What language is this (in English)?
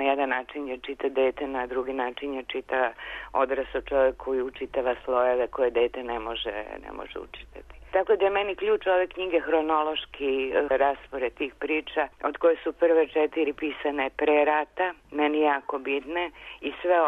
Serbian